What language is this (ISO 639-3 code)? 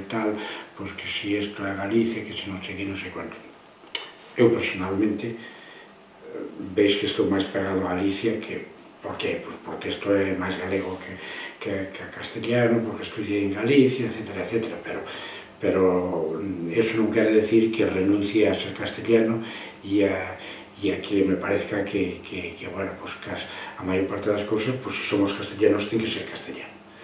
glg